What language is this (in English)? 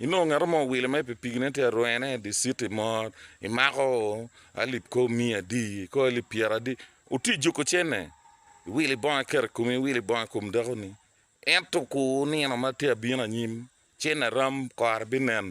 Acoli